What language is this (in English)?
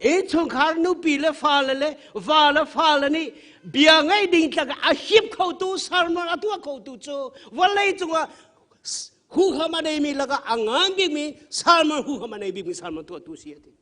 Hakha Chin